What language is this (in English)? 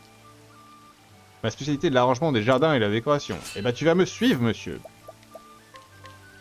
French